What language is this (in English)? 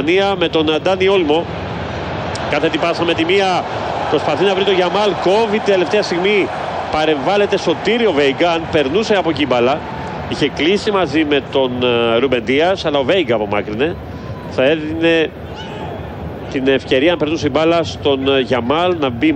Greek